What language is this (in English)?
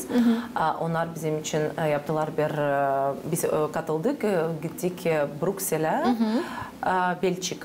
Gagauz